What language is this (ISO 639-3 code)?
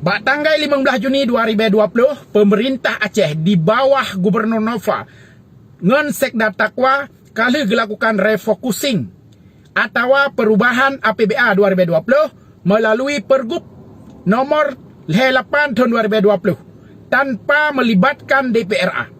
ace